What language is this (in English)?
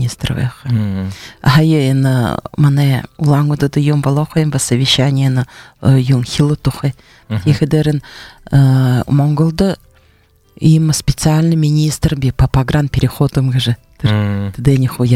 Buriat